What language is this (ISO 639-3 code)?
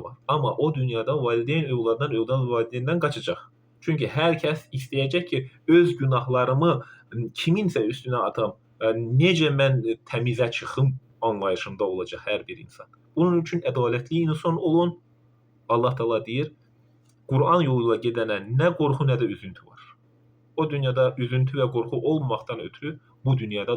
aze